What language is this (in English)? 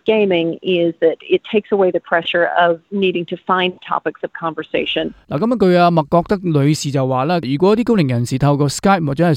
Cantonese